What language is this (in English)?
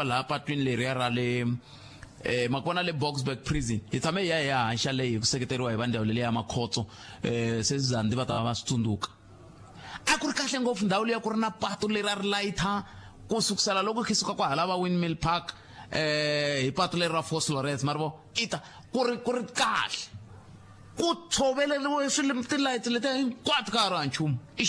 Tsonga